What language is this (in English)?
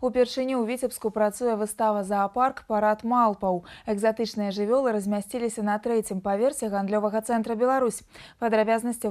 Belarusian